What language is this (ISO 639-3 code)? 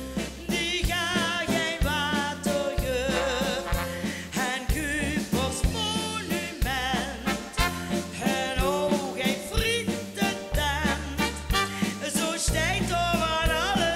lim